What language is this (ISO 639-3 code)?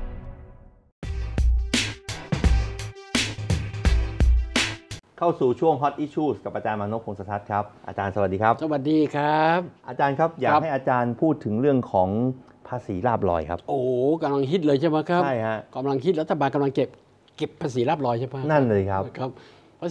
tha